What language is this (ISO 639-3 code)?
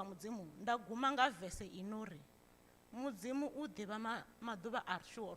ven